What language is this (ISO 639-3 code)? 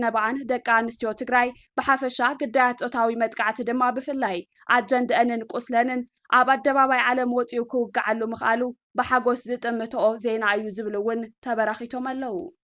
tir